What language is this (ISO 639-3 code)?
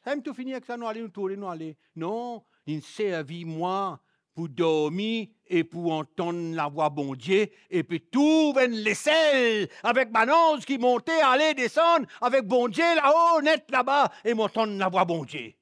mfe